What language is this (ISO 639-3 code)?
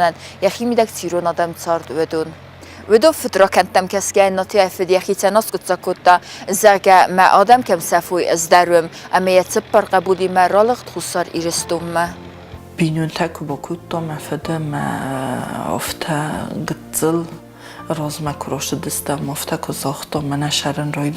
oss